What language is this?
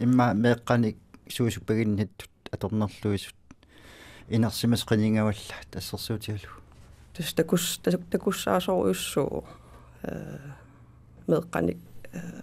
Kalaallisut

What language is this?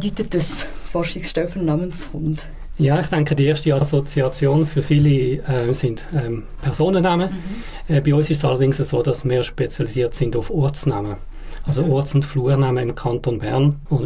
Swiss German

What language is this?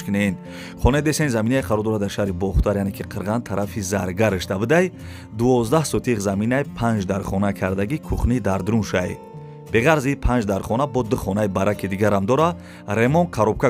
Tajik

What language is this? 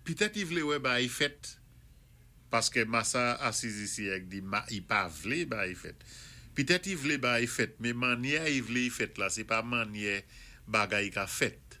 Saint Lucian Creole French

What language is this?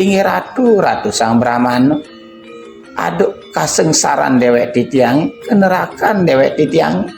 Balinese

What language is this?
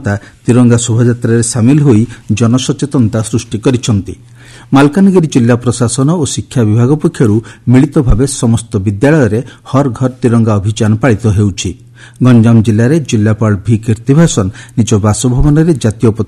Odia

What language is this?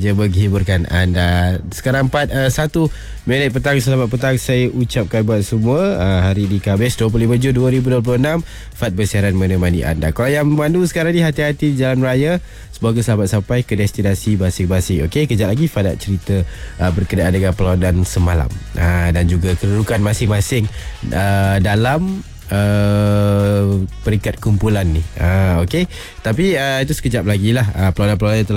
Malay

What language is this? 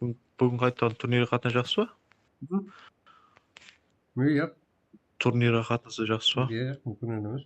Kara-Kalpak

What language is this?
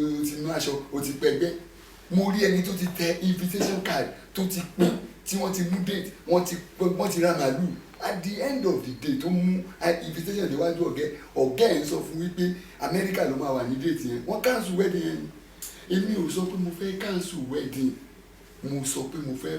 Yoruba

